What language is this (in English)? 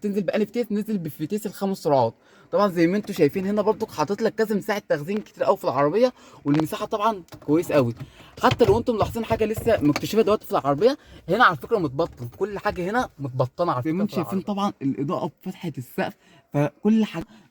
Egyptian Arabic